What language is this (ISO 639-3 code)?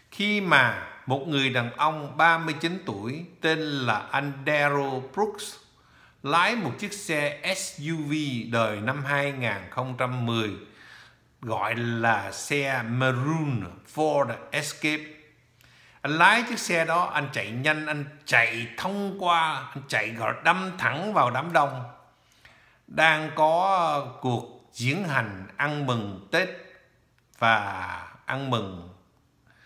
vie